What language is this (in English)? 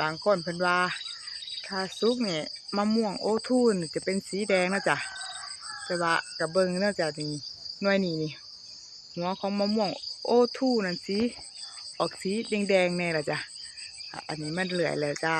Lao